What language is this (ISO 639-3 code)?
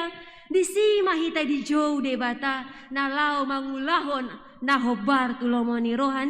bbc